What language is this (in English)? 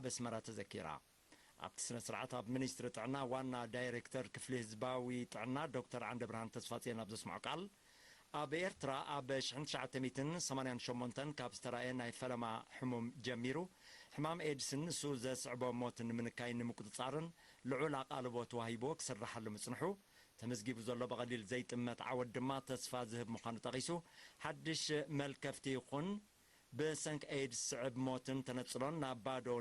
Tigrinya